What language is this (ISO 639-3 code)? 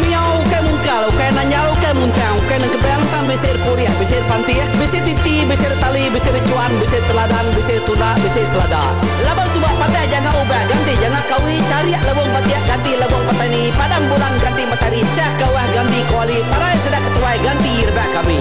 iba